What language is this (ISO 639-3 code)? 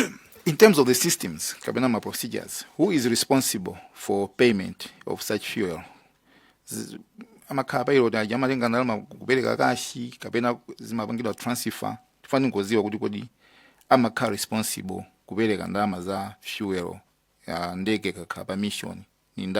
nya